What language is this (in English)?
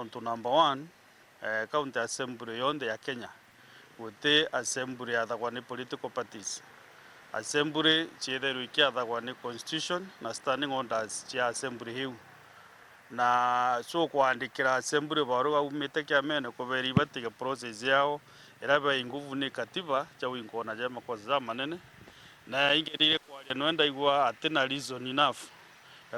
Meru